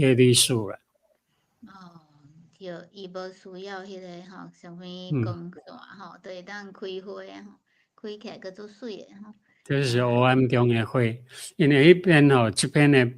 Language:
Min Nan Chinese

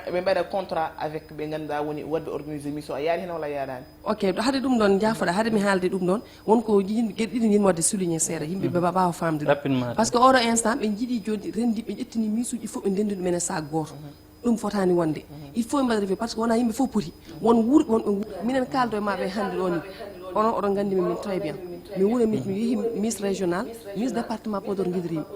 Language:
Fula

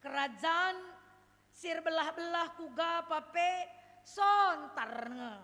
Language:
Batak Karo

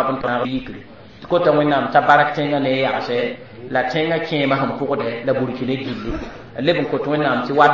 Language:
Mossi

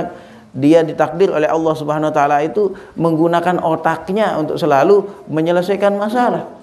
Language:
Sasak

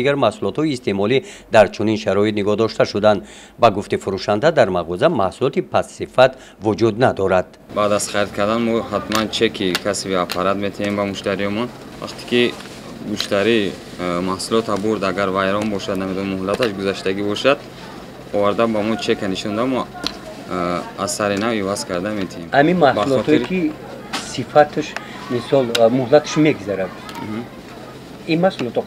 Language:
Tajik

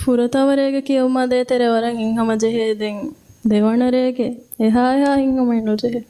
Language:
Divehi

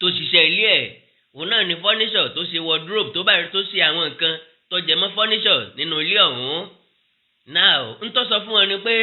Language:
Yoruba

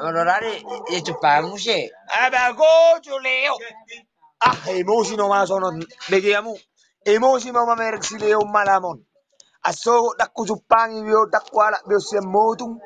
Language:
Batak Toba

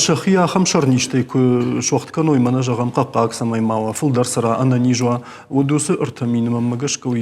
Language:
Ossetic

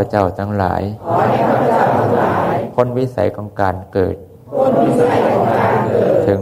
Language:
Thai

